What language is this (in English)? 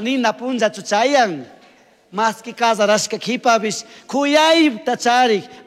Chimborazo Highland Quichua